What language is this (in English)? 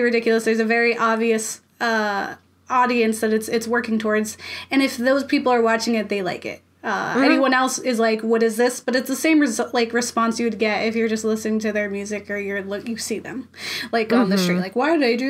English